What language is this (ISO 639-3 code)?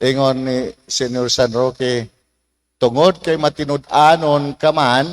ceb